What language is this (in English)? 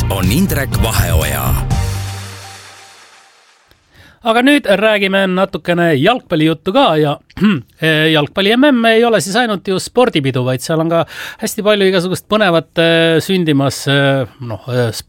Estonian